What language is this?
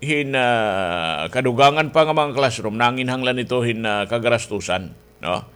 Waray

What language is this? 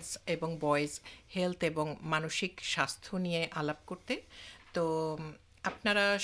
Bangla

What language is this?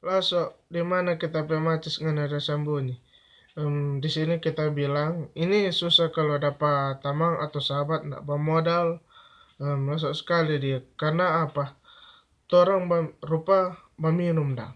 Manado Malay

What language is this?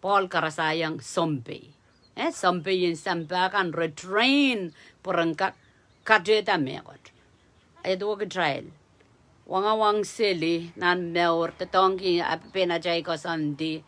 Pohnpeian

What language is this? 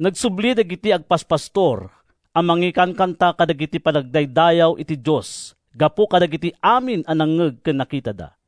Iloko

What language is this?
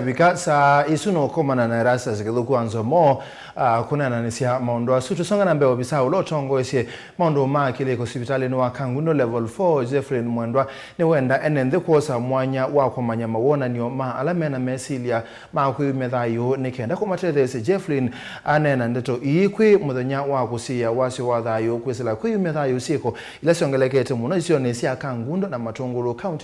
Kamba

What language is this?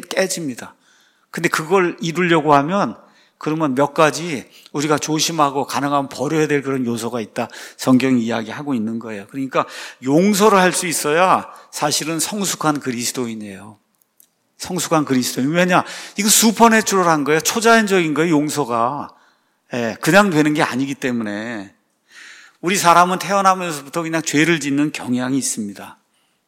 Korean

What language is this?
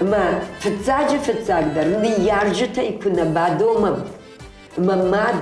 Ossetic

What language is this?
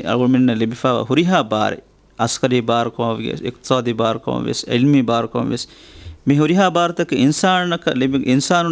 Divehi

